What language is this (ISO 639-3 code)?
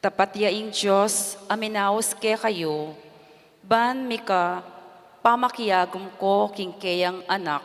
pam